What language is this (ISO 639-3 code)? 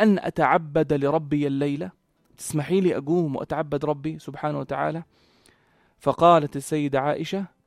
apc